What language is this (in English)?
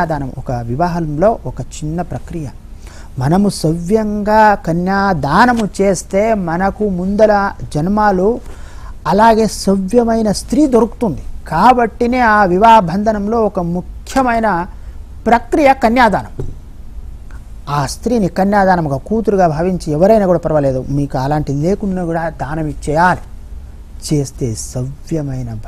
Telugu